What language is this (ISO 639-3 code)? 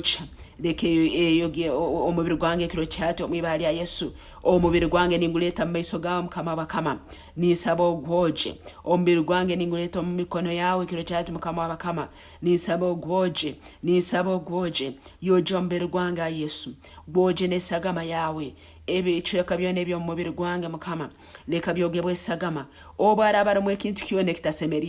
nyn